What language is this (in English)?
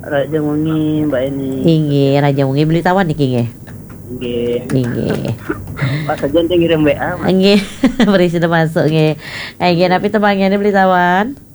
Balinese